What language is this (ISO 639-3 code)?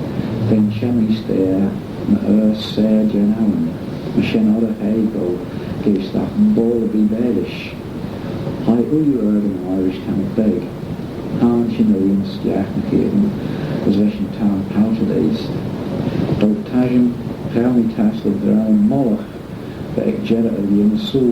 glv